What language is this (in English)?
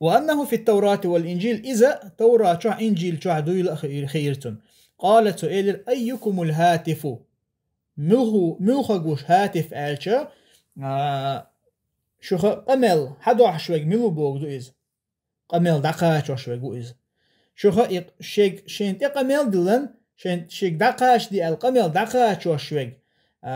Chechen